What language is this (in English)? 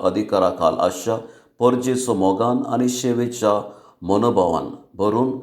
Konkani